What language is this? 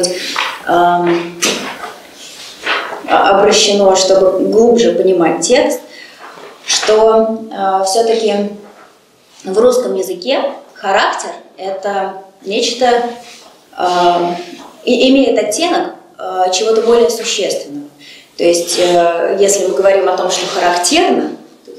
Russian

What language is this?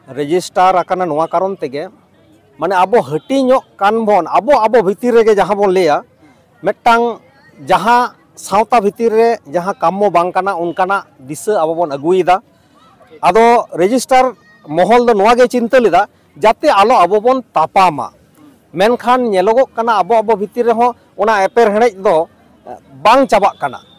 Santali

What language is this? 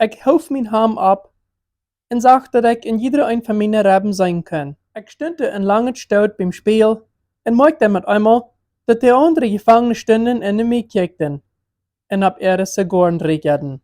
Plautdietsch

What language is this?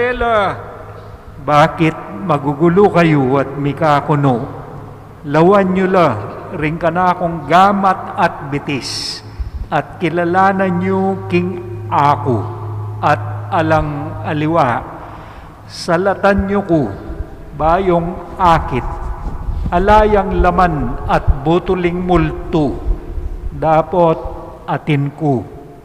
Pampanga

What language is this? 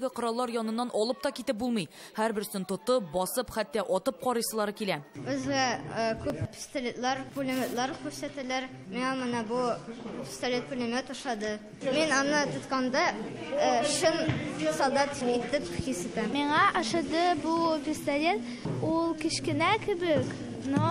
Tatar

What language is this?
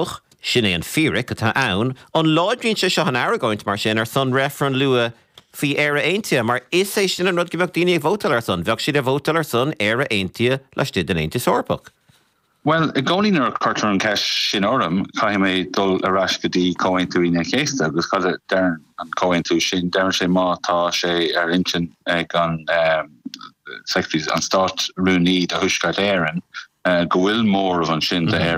Irish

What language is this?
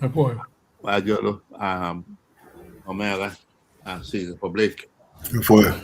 Acoli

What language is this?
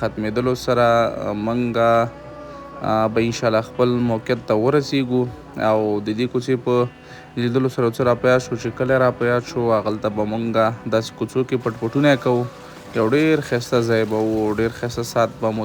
Pashto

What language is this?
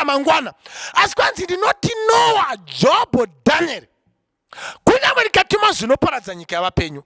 Shona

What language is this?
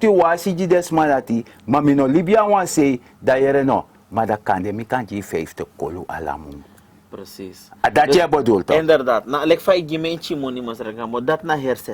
Sranan Tongo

